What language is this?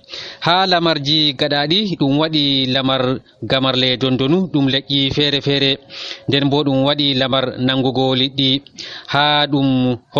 Nigerian Fulfulde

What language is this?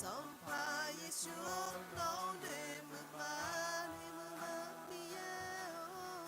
Akha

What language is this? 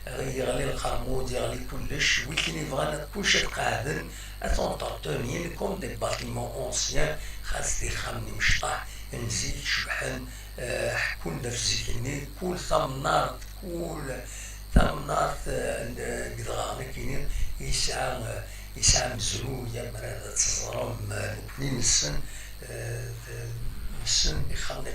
Kabyle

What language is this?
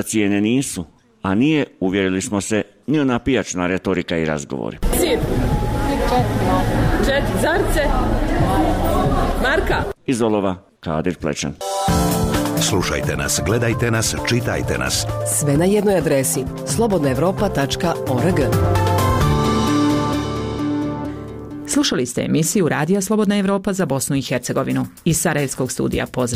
Bosnian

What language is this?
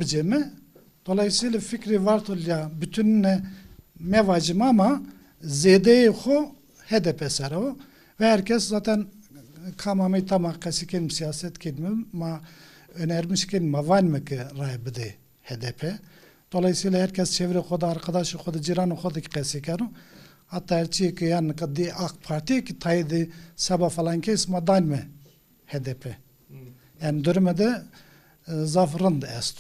Zaza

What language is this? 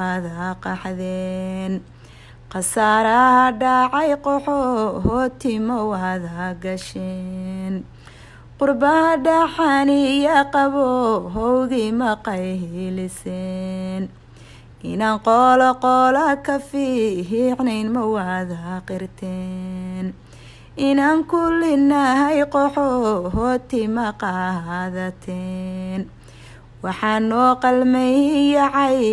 Somali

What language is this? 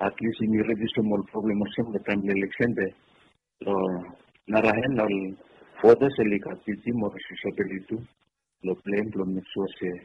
Bislama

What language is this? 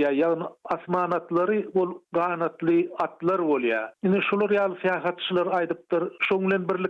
Turkmen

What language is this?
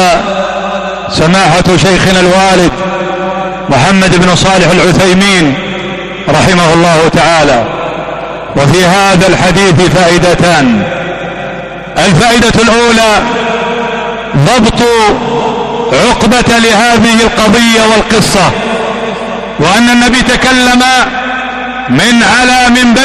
Arabic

